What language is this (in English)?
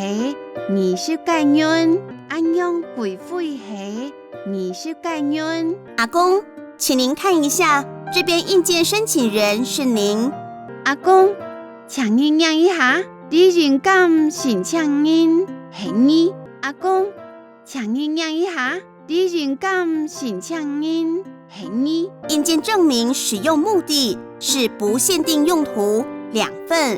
Hakka Chinese